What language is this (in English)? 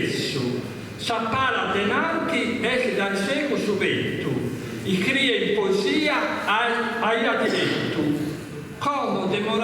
Sardinian